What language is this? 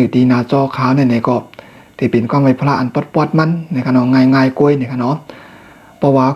Shan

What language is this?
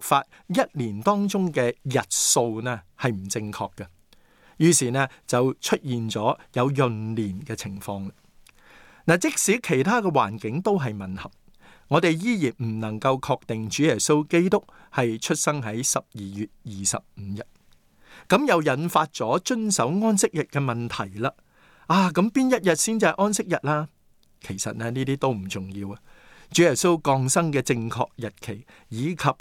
Cantonese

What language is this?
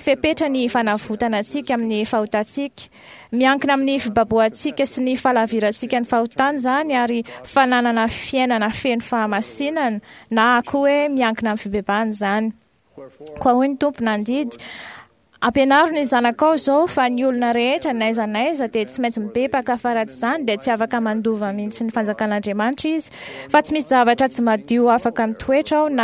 Malagasy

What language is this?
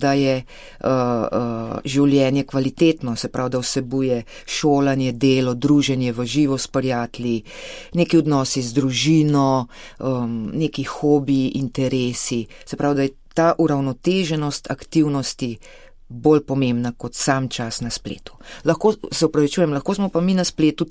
Slovenian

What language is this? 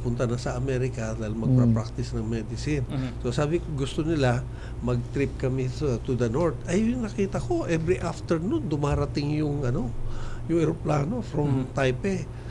Filipino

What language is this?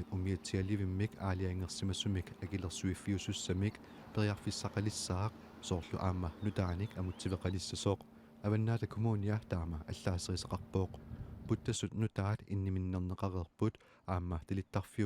Kalaallisut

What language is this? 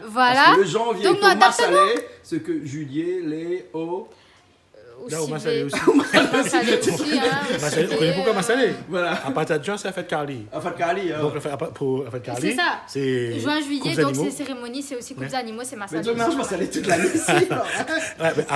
Réunion Creole French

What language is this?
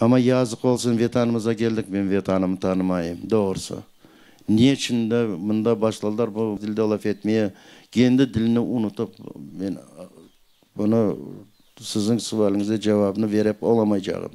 Crimean Tatar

